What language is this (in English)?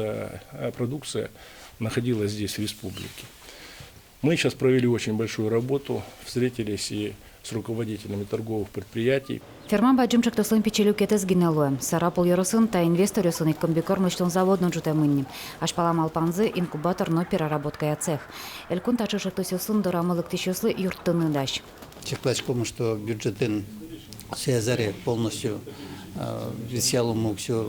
Udmurt